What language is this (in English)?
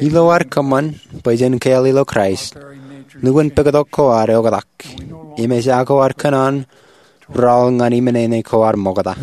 Marshallese